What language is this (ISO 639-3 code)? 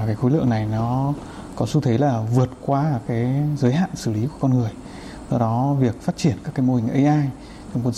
vie